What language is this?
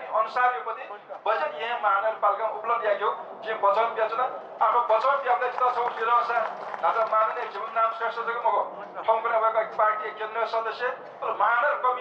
Newari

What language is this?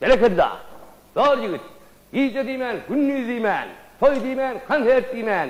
Turkmen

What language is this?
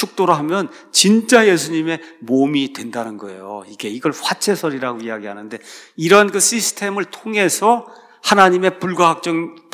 Korean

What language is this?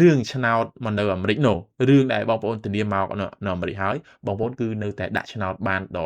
Khmer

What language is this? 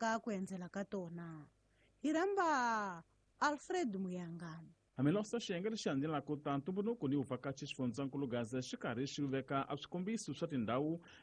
Tsonga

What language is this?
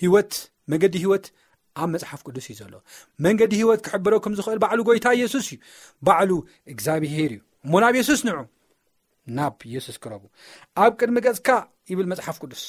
Tigrinya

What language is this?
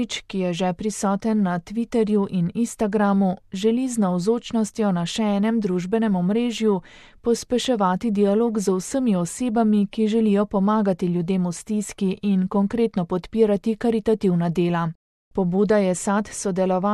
Slovenian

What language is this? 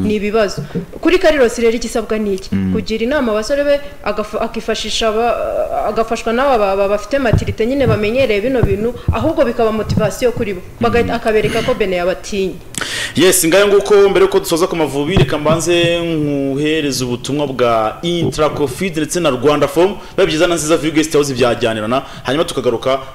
Kinyarwanda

